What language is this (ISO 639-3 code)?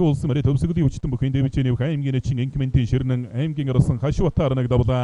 mon